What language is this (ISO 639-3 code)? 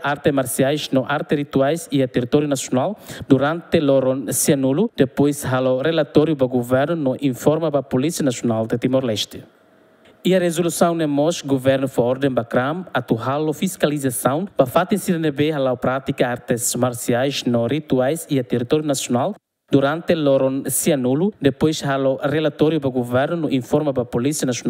tet